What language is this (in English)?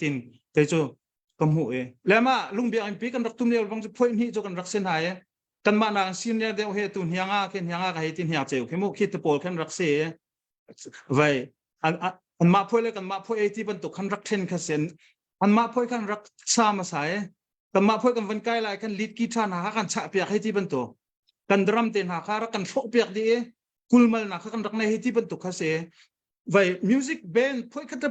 Hakha Chin